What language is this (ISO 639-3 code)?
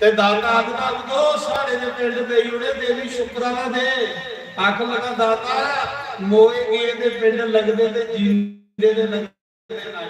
doi